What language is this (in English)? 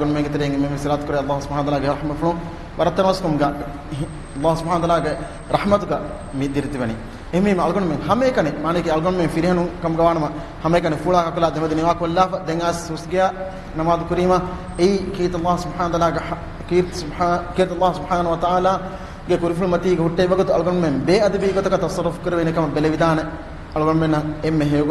Divehi